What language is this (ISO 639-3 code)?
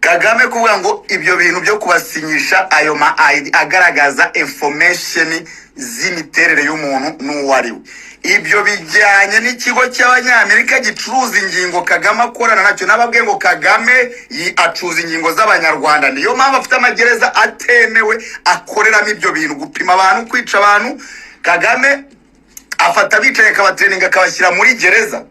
kin